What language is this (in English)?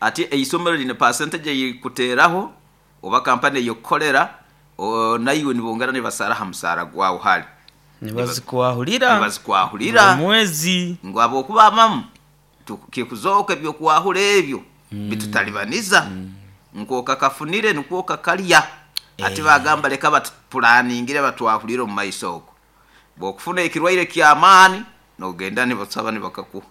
Nyoro